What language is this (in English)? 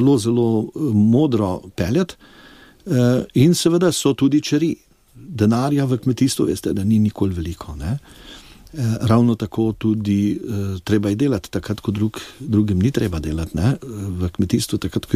Slovenian